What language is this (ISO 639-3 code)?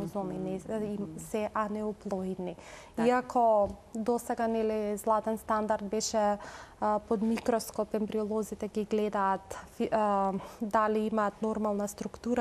mkd